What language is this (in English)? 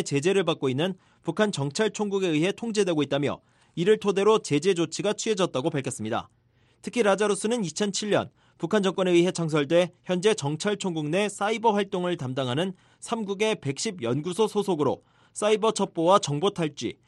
Korean